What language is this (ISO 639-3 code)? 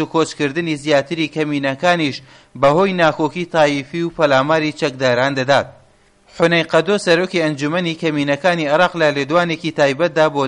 ckb